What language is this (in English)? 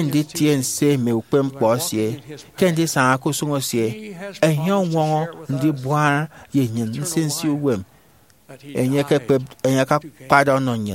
Efik